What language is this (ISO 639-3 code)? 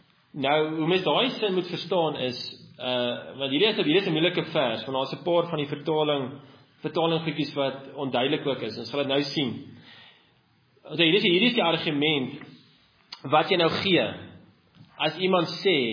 afr